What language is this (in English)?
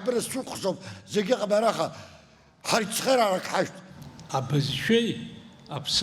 Abkhazian